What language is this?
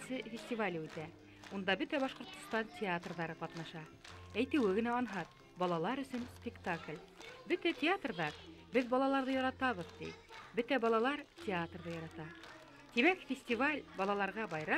Bashkir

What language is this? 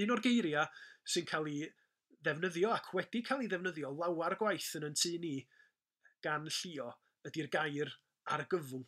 Welsh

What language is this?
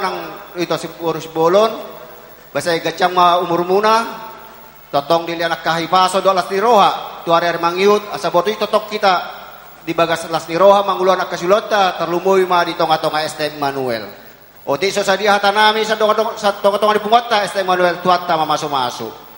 Batak Toba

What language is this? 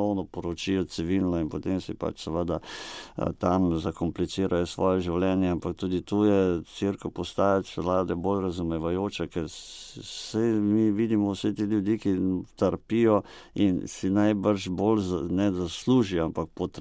Slovenian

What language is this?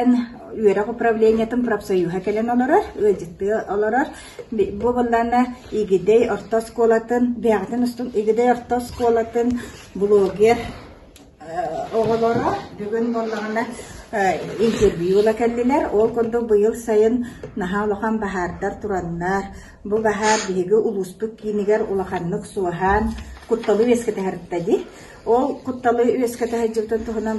Yakut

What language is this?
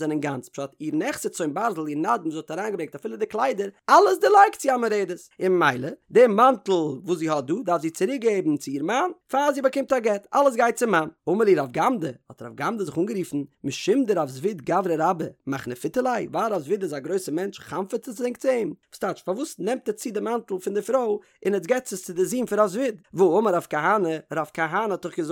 Yiddish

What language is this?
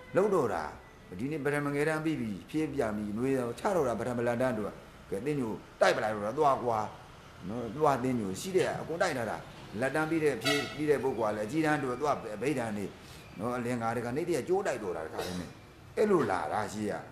Burmese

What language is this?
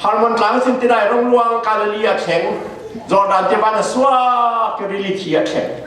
Falam Chin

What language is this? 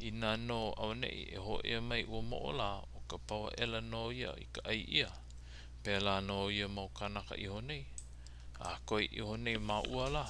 Hawaiian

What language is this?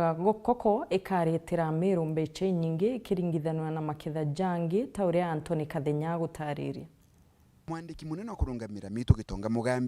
Meru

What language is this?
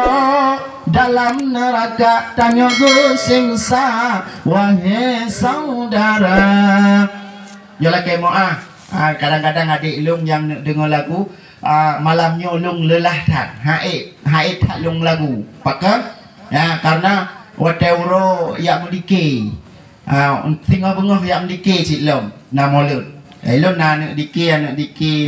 Achinese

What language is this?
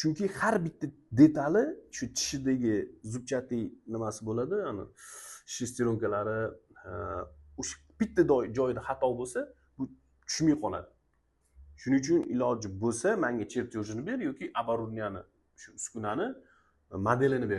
Uzbek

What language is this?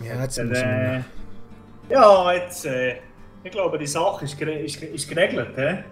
Swiss German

